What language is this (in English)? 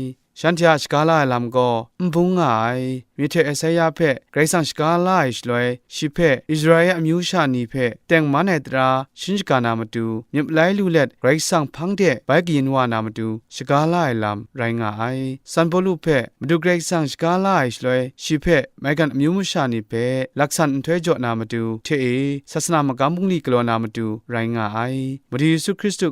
Kachin